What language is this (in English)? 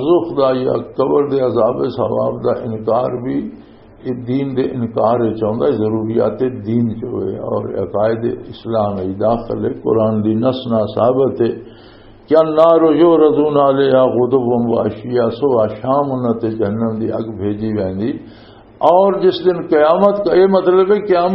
Western Panjabi